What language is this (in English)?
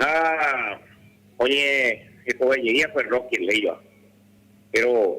Guarani